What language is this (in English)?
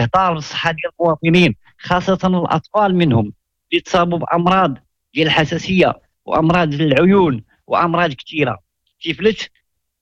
Moroccan Arabic